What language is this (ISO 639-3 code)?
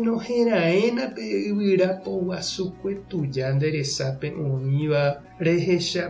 grn